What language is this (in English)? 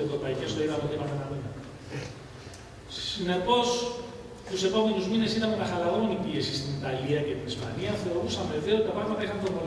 Greek